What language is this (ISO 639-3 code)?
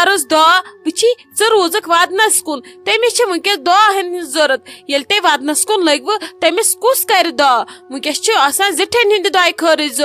kas